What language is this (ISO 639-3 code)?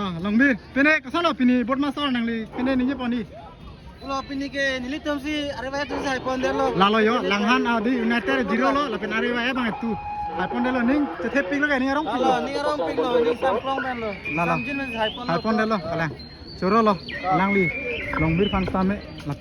mjw